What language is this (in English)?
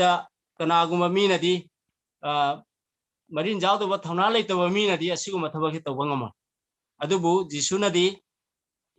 Manipuri